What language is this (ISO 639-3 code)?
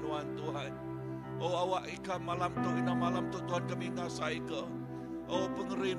iba